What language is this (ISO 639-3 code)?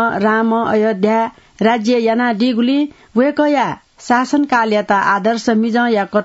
new